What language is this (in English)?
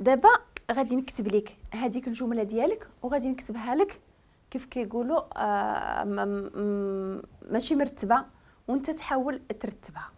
Moroccan Arabic